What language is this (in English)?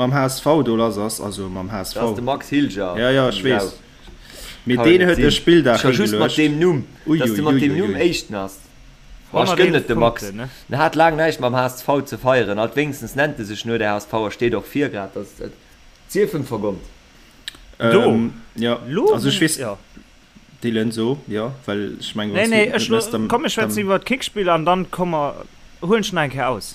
Luxembourgish